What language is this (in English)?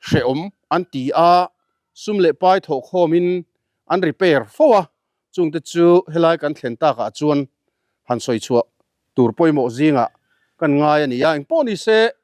Mizo